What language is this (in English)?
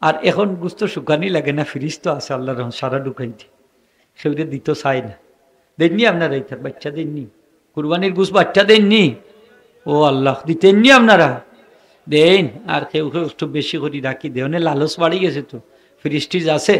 Sylheti